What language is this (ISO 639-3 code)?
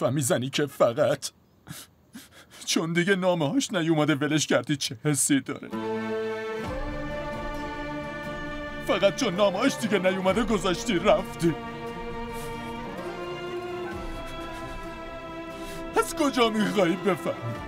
fas